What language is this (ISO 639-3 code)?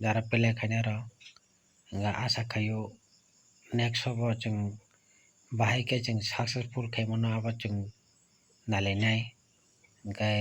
trp